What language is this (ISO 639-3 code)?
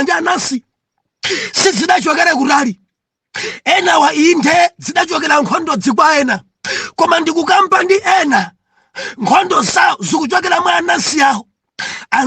nya